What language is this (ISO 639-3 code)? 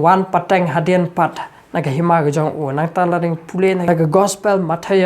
kha